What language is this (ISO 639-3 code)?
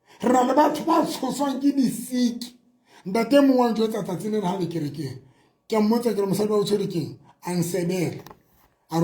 sot